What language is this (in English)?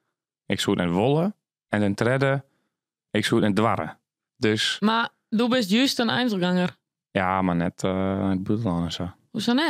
Western Frisian